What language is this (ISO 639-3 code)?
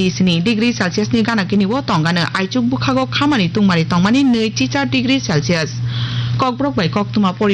trp